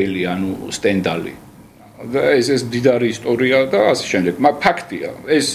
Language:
Georgian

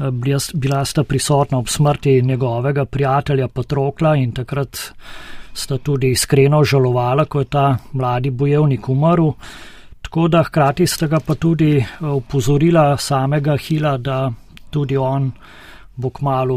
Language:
Slovenian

